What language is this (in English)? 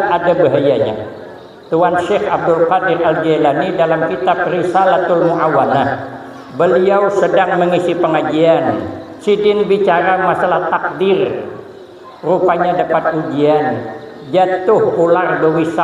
Banjar